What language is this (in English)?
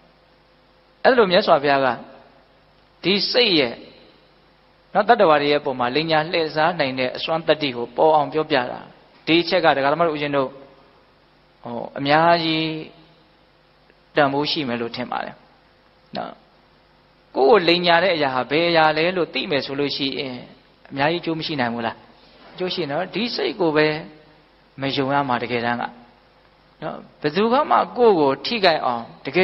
Burmese